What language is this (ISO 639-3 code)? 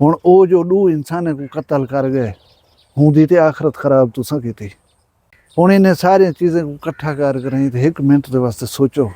skr